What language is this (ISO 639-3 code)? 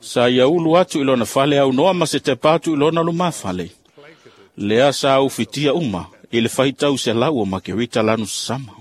smo